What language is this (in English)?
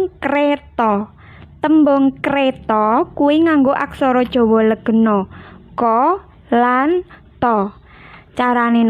Javanese